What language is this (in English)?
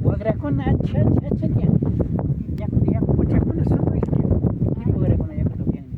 Imbabura Highland Quichua